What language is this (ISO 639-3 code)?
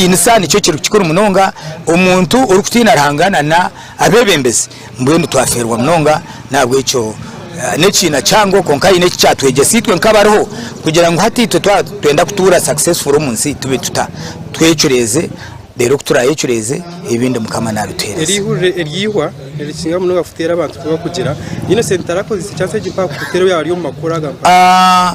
nyn